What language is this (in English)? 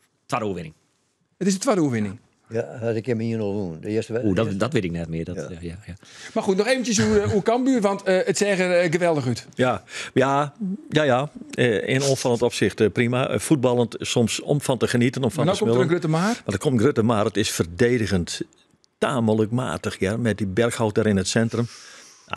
Western Frisian